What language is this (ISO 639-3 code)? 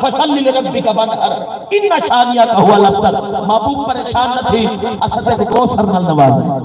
skr